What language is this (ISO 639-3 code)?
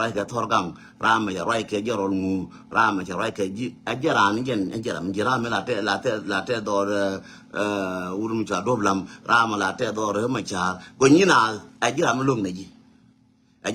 nus